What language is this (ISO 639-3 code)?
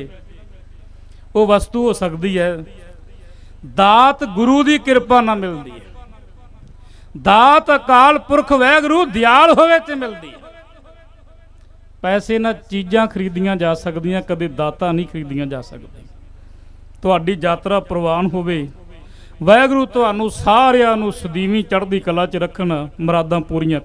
pan